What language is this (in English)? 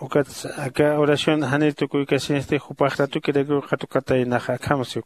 Aymara